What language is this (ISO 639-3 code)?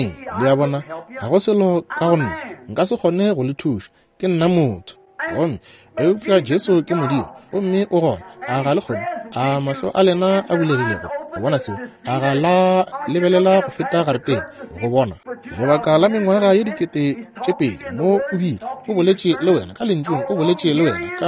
nso